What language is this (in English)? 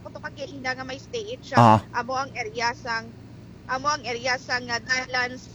Hiligaynon